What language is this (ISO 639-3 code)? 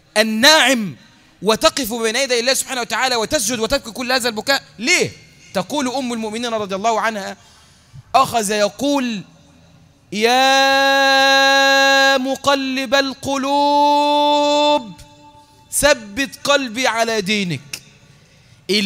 arz